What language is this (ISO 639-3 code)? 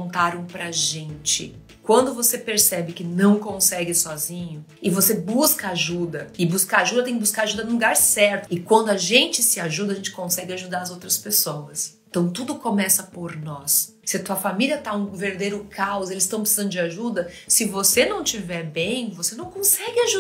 por